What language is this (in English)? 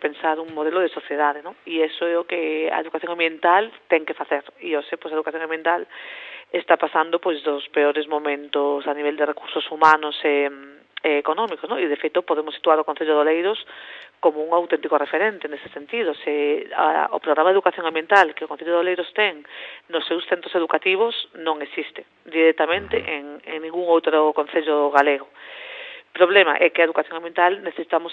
Galician